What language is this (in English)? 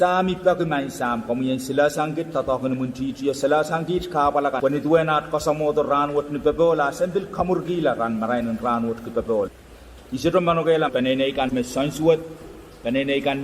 Pohnpeian